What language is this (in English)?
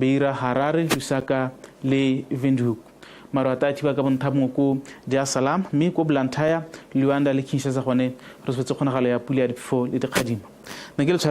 Tswana